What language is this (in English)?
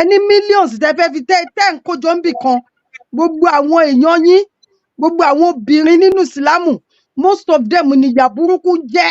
Yoruba